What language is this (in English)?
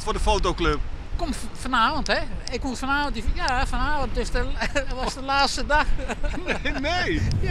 Western Frisian